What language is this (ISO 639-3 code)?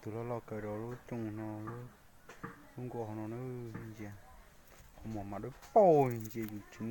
hmn